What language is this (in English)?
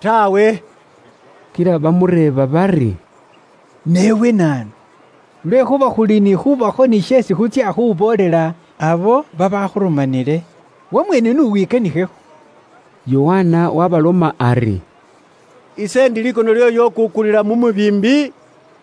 Luyia